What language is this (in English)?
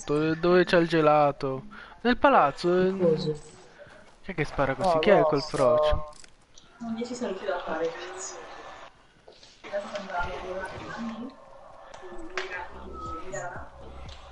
Italian